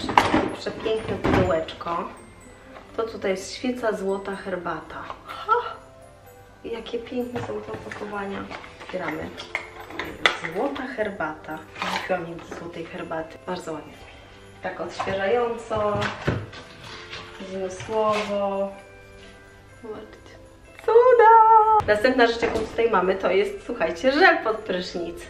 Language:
Polish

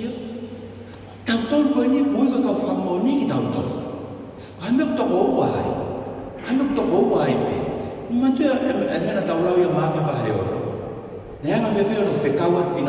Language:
Tongan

